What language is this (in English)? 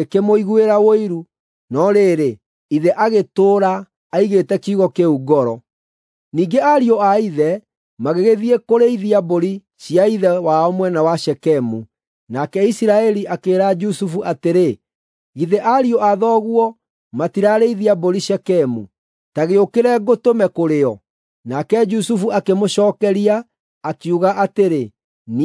Kikuyu